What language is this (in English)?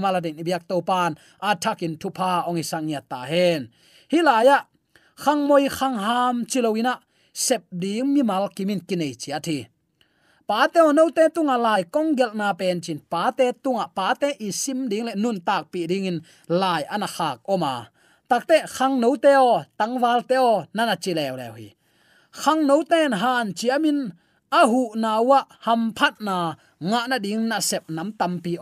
Tedim Chin